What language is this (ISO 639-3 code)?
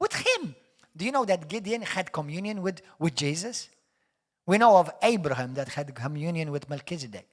eng